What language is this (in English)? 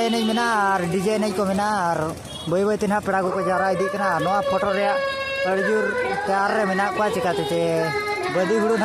Santali